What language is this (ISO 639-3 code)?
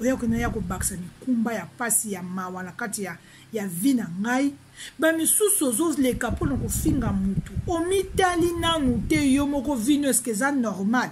lin